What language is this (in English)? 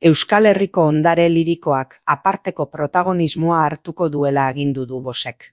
Basque